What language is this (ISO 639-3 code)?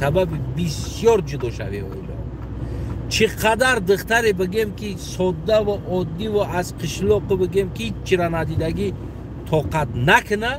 tgk